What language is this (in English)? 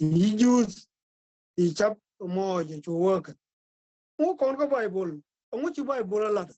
Nuer